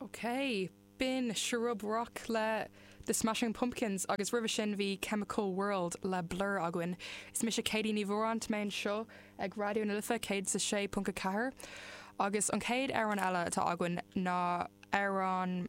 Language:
Irish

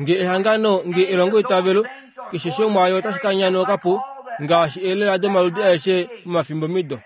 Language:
Kuanyama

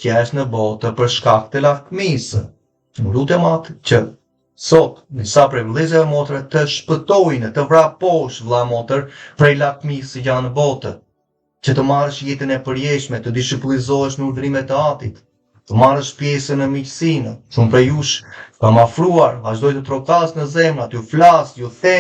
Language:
Albanian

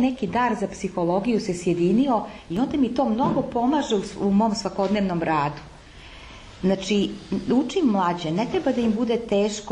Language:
Serbian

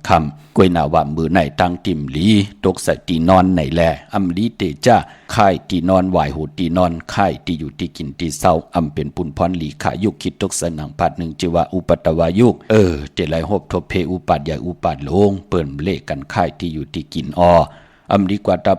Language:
Shan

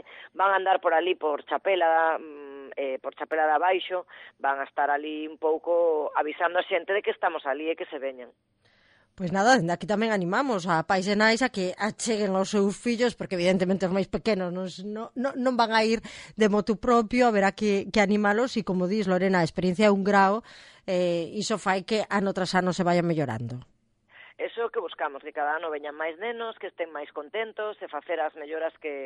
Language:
Galician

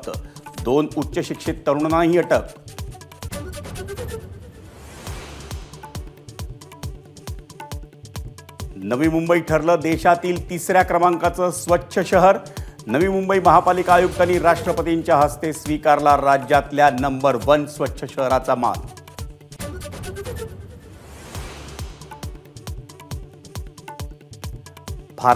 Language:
Marathi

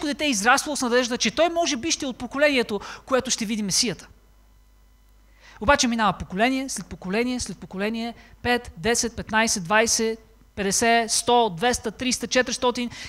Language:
Bulgarian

